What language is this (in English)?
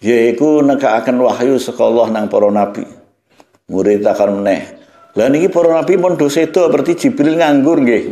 Javanese